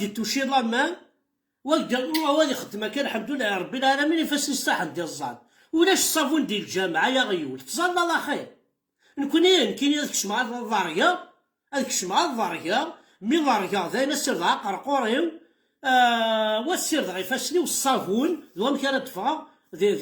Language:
Kabyle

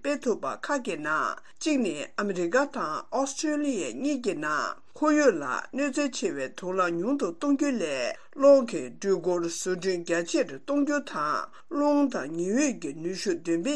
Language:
Tibetan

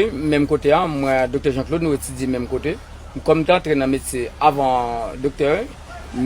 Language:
Haitian Creole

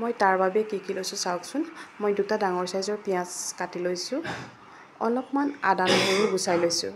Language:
Assamese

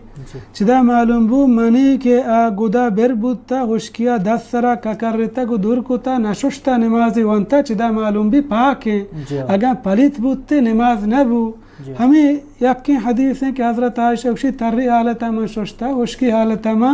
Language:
Baluchi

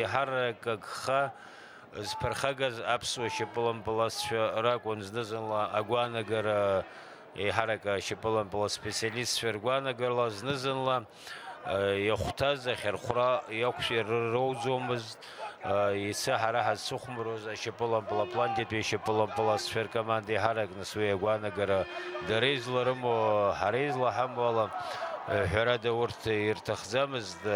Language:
Abkhazian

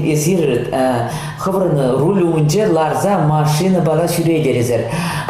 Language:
Chuvash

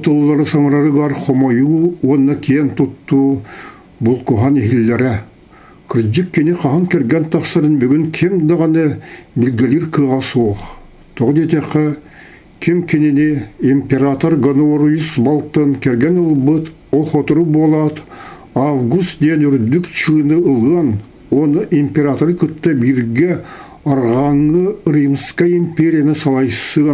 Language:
Yakut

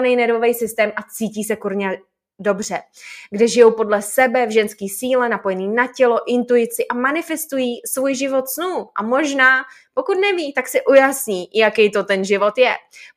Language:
Czech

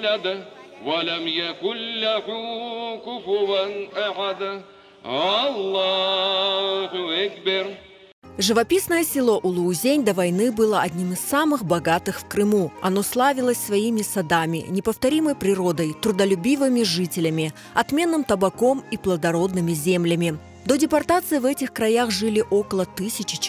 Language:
Crimean Tatar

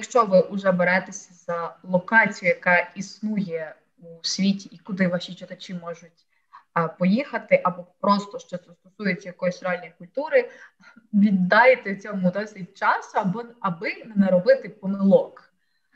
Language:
Ukrainian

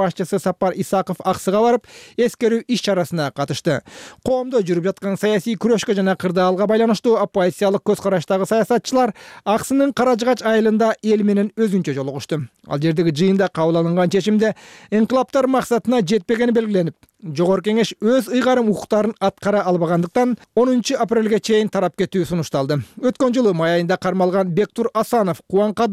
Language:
Kyrgyz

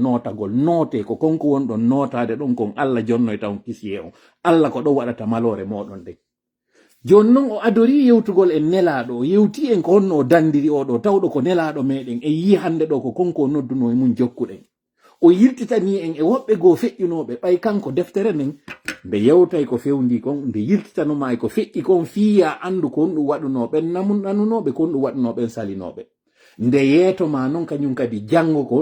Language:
Pular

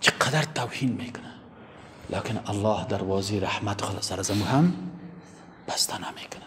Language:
Persian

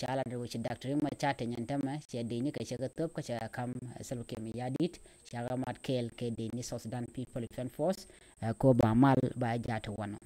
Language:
Nuer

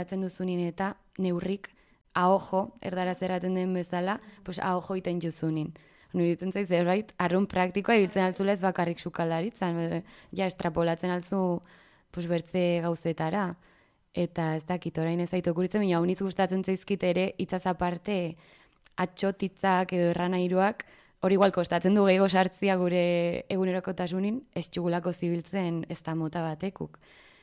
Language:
Basque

